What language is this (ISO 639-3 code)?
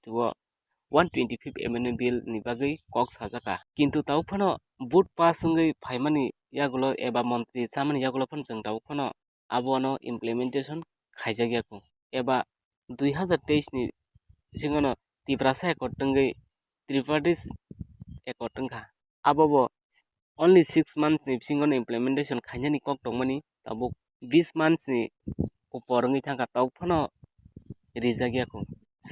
trp